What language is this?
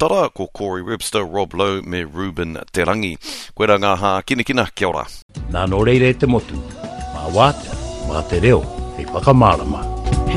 Māori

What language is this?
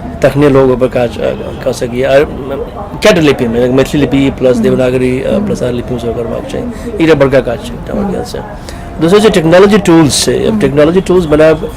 Maithili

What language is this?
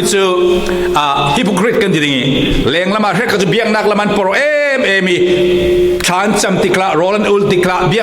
Falam Chin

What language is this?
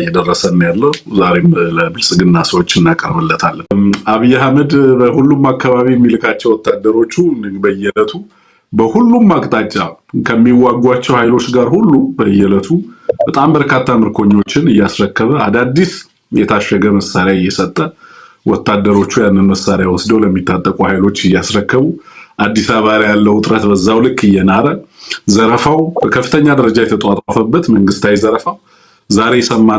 Amharic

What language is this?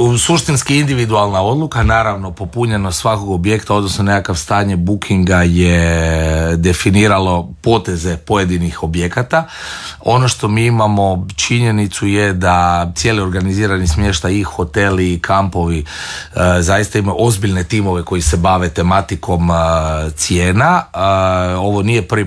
Croatian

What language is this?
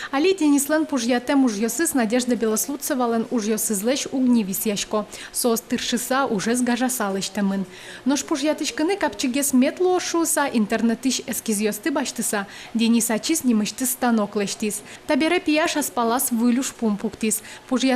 Udmurt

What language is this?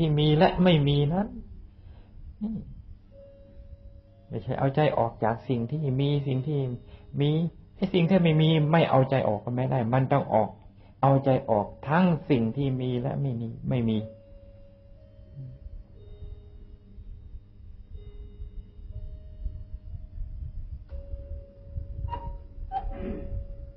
Thai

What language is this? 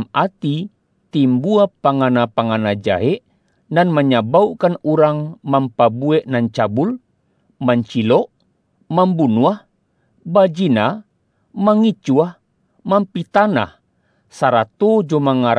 Minangkabau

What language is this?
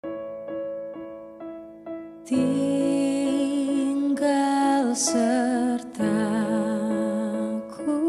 Nias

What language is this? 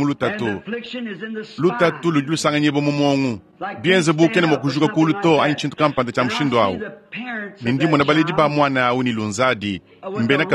Luba-Lulua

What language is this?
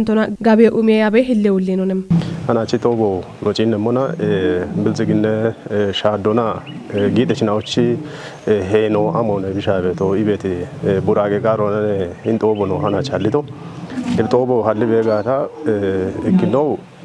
Kafa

